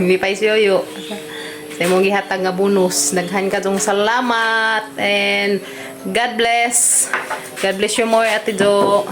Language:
Cebuano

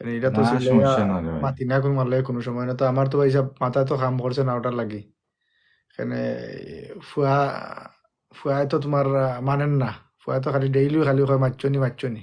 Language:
Sylheti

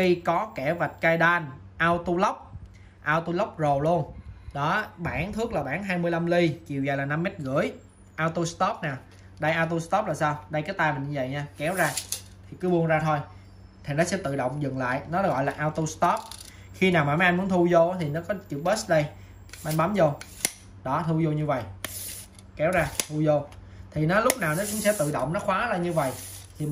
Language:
Vietnamese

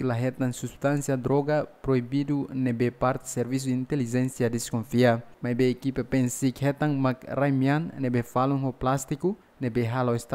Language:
Tetum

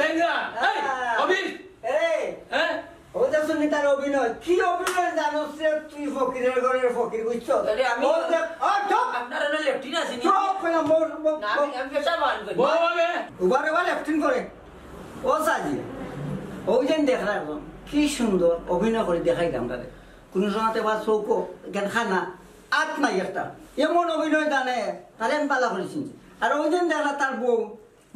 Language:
Sylheti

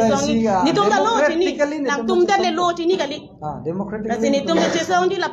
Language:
Karbi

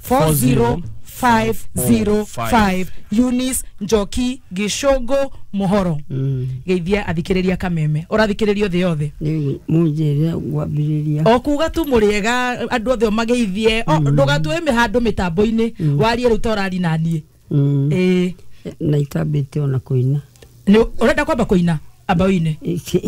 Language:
Kikuyu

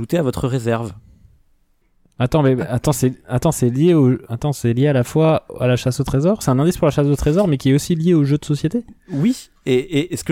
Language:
French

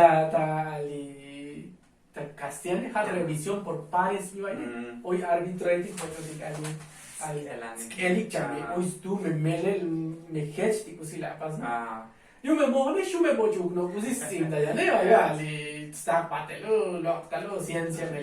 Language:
Tzotzil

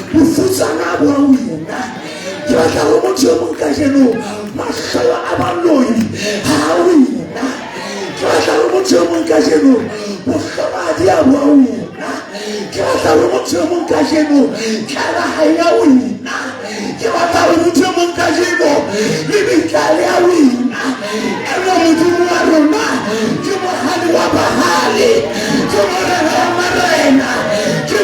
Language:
Southern Sotho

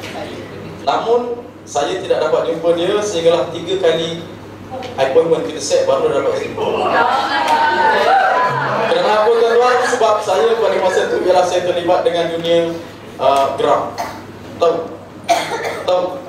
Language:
Malay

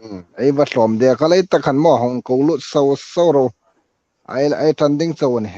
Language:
Hmar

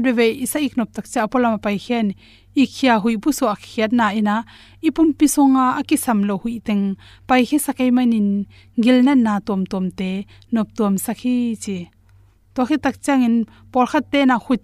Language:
Tedim Chin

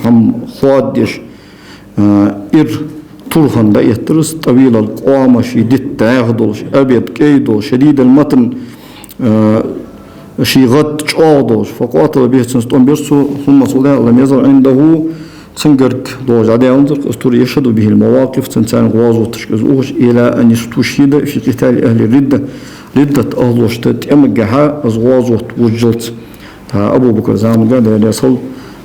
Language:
Ingush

